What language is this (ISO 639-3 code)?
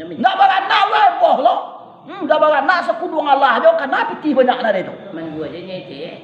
min